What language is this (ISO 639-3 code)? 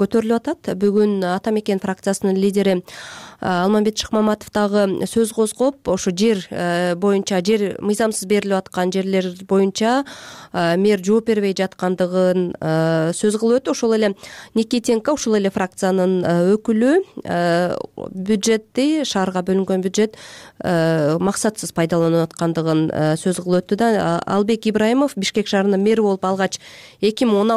kir